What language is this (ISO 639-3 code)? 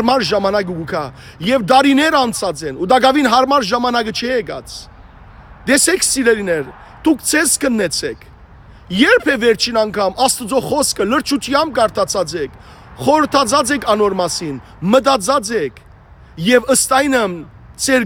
hyw